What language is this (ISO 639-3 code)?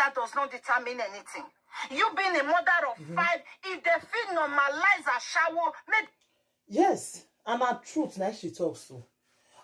pcm